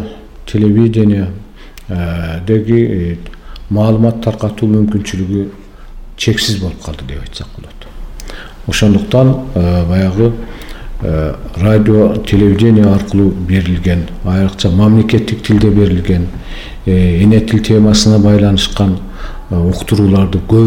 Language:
Kyrgyz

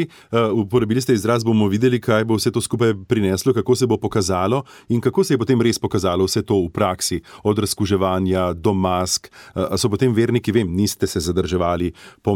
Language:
Slovenian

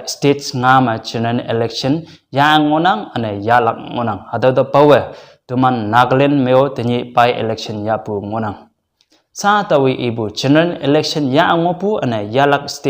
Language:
Konyak Naga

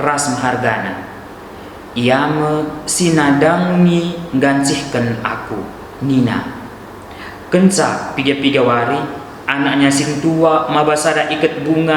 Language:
Batak Karo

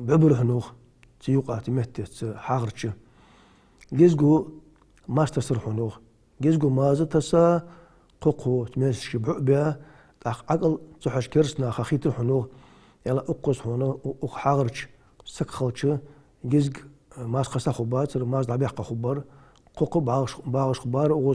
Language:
Ingush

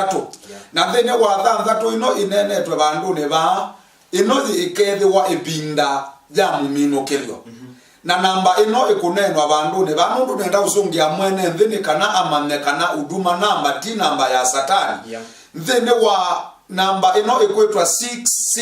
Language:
Kamba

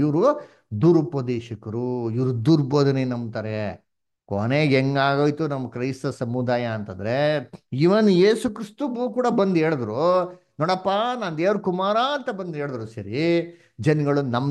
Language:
Kannada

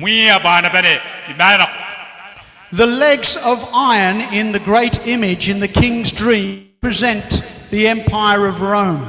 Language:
Gilbertese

